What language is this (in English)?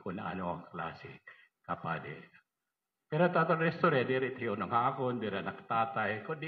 Waray